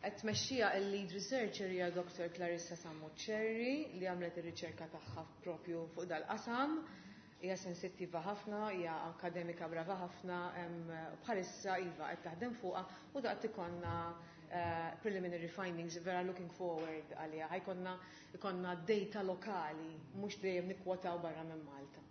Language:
Maltese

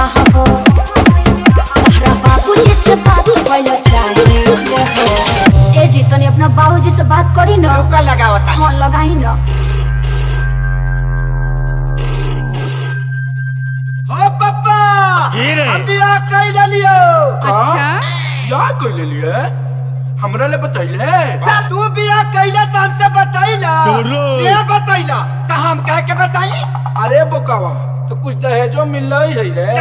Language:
Bhojpuri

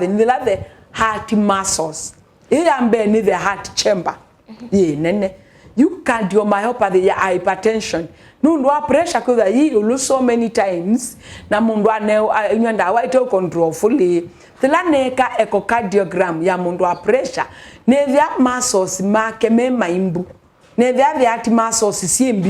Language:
Kamba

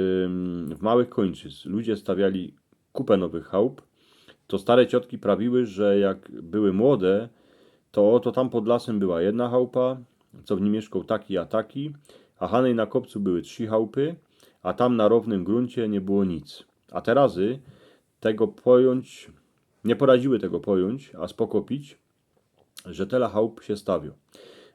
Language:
Silesian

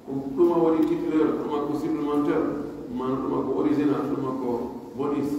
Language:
Pular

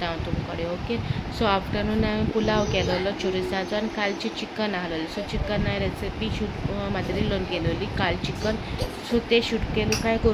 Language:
Konkani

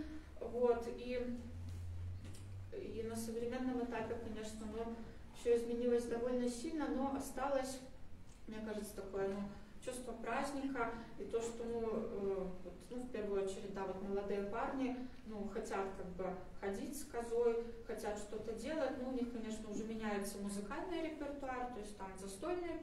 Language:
Russian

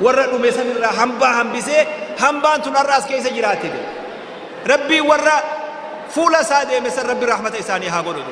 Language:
Oromo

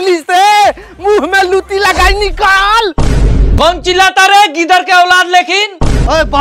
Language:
Bhojpuri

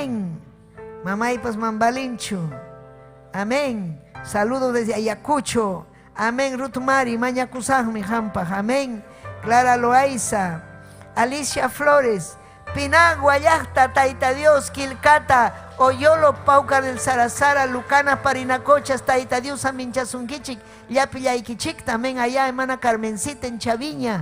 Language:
Ayacucho Quechua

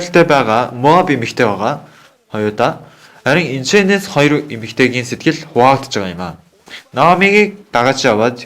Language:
Mongolian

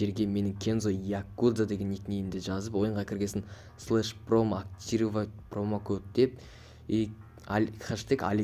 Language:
Kazakh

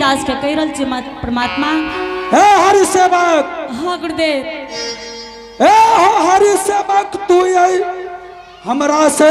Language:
Angika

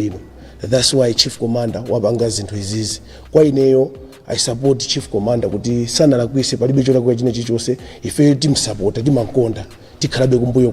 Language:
Nyanja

